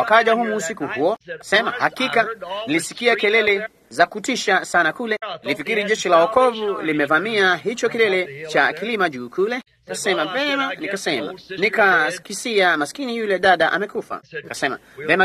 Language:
Swahili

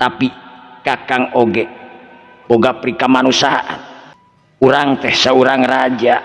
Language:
Sundanese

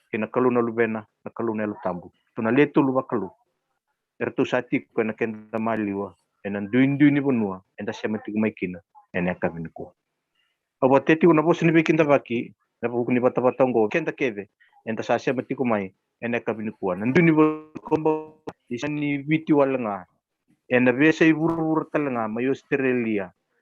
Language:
Fijian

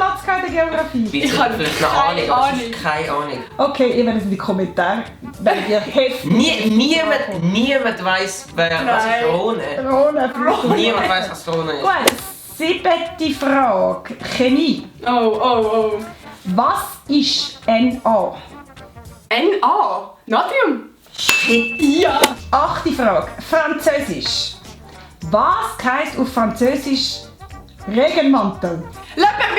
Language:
Swiss German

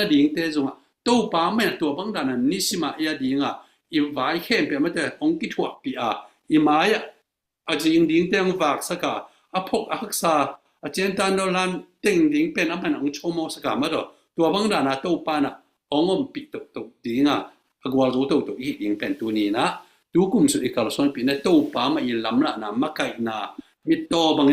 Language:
Tedim Chin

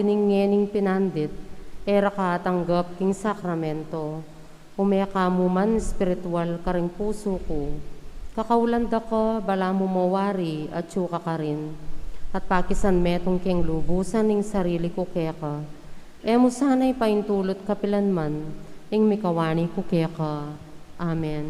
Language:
Pampanga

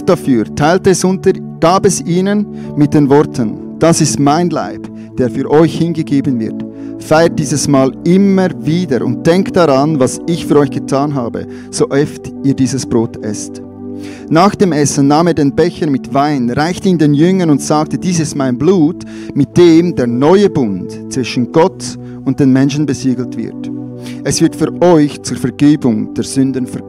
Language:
Swiss German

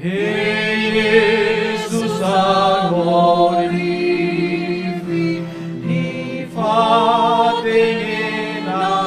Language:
Nias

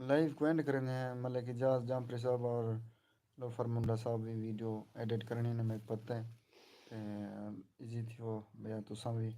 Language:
Saraiki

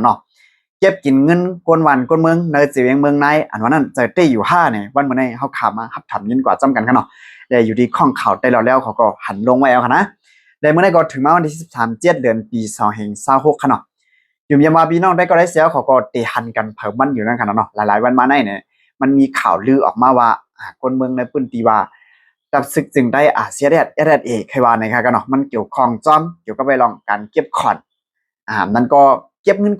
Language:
Shan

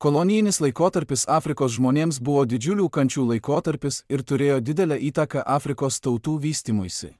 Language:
Lithuanian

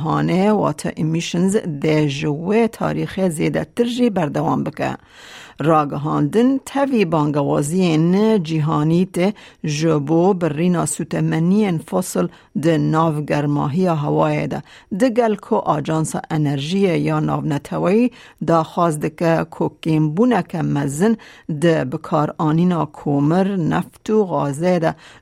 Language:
Kurdish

